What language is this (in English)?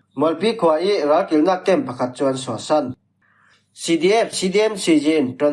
Falam Chin